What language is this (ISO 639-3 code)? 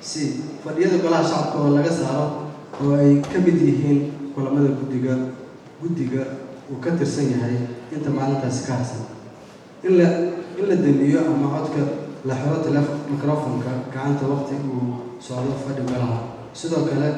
som